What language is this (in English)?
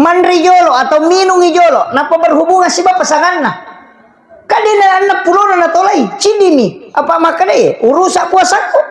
Buginese